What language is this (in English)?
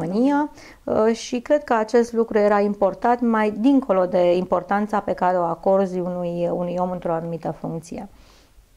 Romanian